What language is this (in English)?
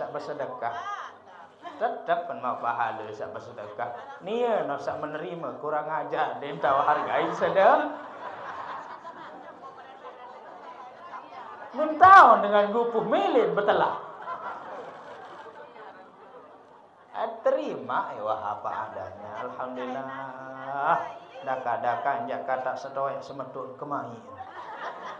Sasak